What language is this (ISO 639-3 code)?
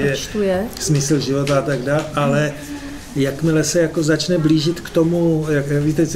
ces